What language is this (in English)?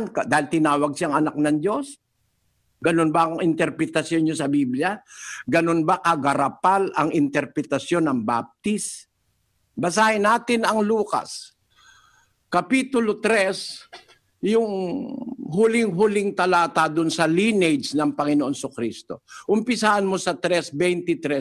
Filipino